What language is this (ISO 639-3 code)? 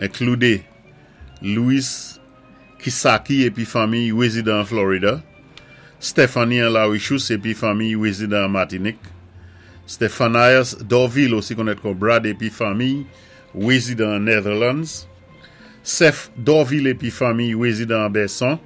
acf